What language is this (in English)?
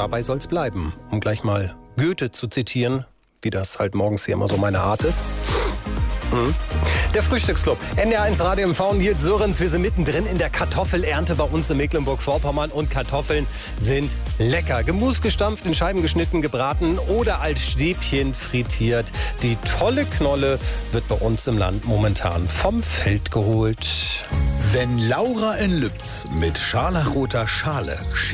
German